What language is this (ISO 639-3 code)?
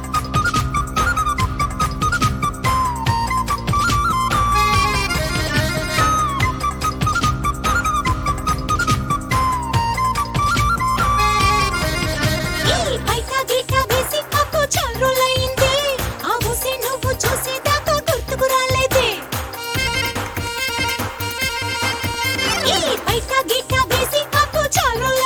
tel